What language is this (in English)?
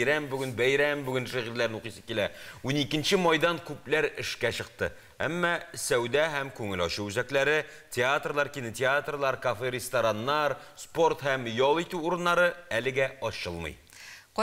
Tatar